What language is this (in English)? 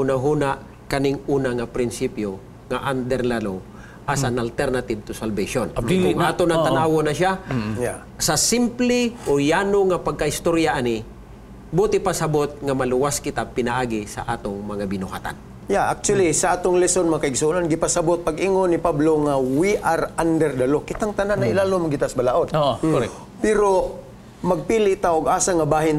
Cebuano